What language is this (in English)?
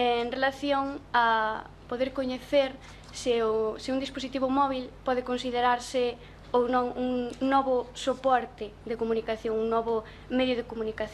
Galician